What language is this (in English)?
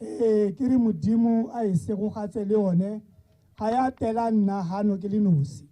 Tswana